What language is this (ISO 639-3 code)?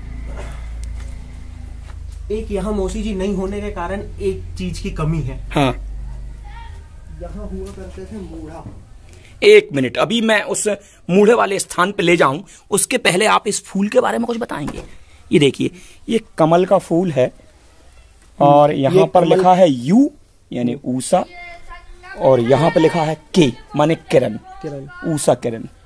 hin